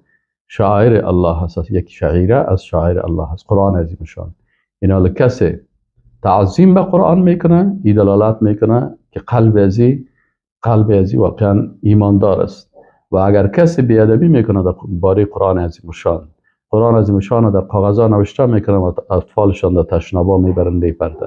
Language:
Persian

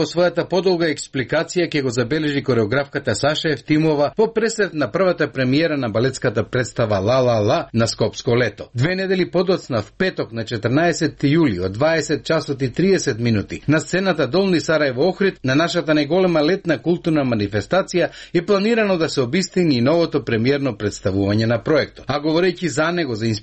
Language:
Macedonian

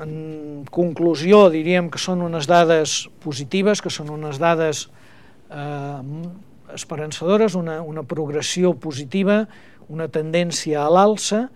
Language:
Catalan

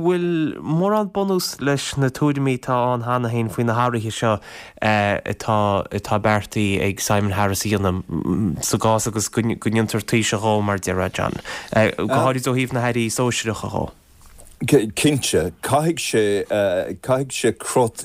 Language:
Irish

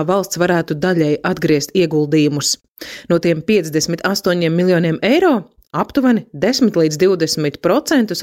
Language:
Latvian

